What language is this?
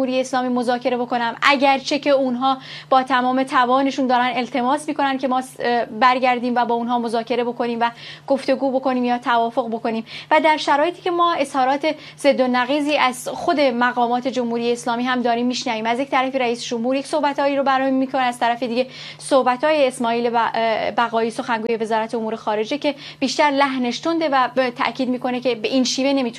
Persian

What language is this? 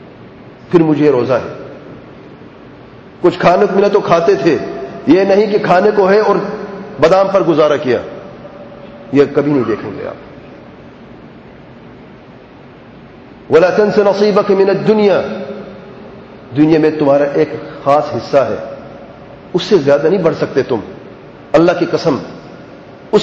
Urdu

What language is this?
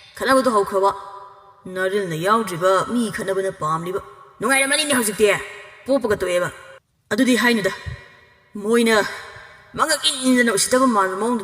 Manipuri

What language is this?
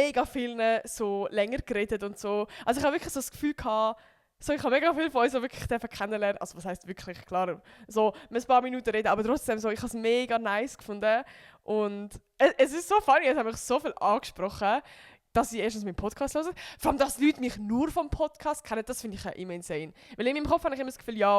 Swiss German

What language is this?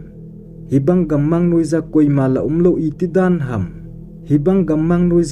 Thado Chin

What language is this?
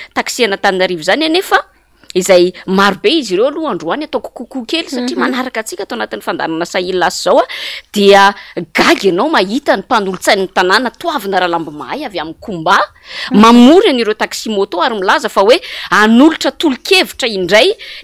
Malagasy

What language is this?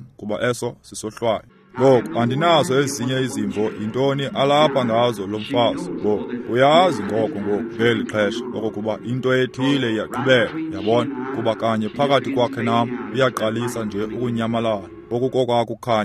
Xhosa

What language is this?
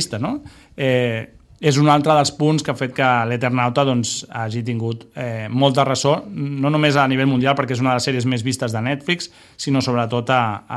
Catalan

